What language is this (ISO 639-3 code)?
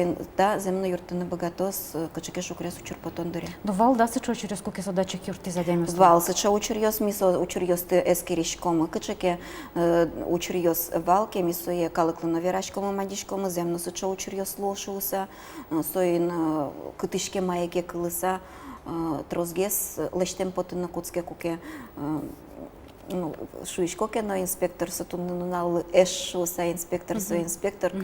udm